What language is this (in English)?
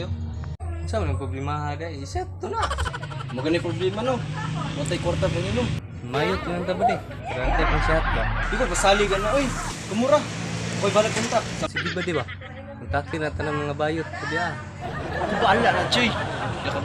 Cebuano